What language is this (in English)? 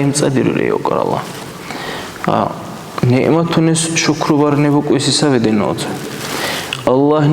Dargwa